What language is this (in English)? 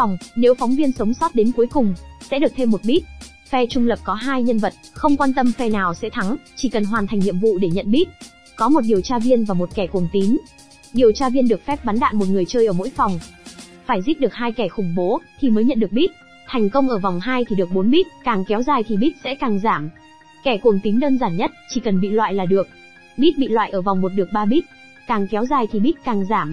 Vietnamese